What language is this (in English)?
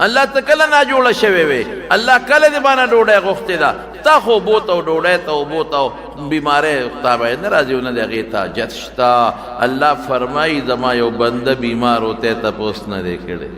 Pashto